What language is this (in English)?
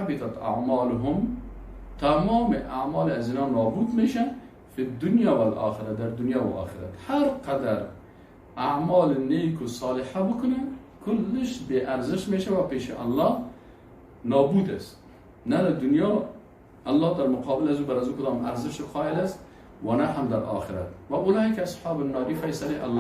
Persian